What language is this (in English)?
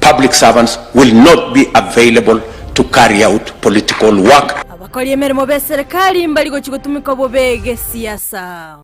Gusii